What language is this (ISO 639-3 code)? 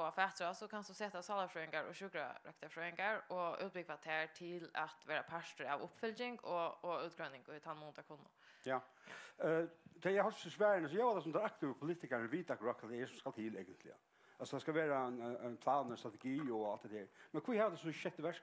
fao